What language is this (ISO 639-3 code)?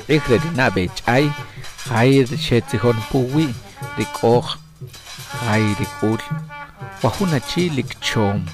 acr